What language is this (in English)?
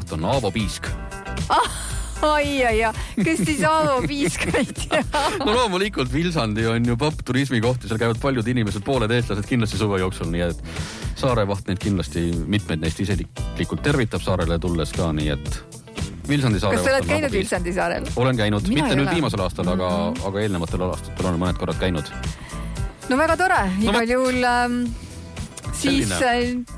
Estonian